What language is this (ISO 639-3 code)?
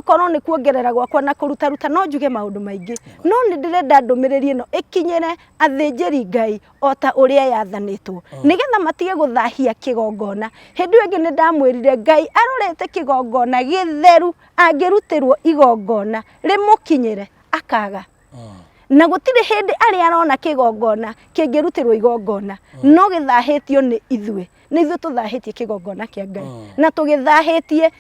kik